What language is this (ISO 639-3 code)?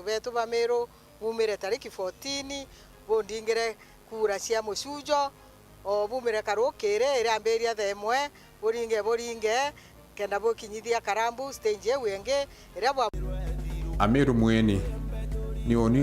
mer